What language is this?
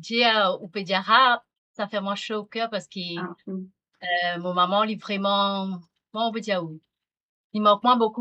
Morisyen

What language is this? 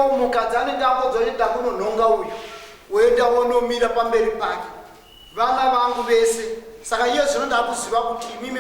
Shona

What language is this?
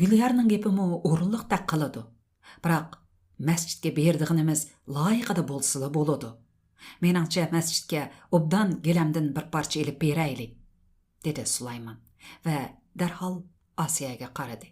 Uyghur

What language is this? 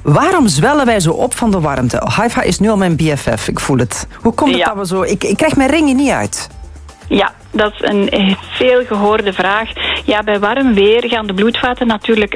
Dutch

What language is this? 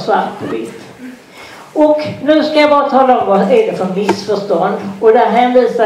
Swedish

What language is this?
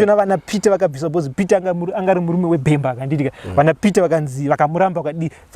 Shona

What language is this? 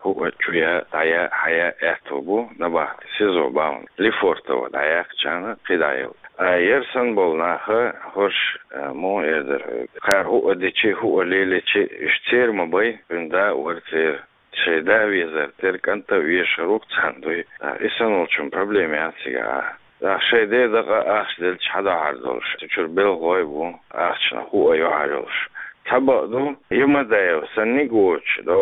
Chechen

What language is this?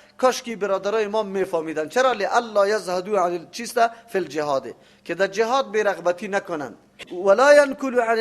Persian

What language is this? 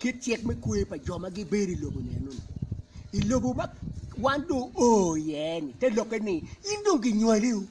Acoli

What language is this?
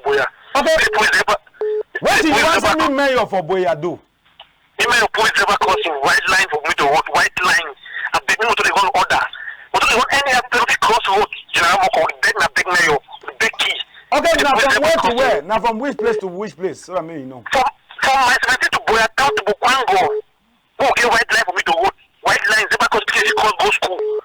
Cameroon Pidgin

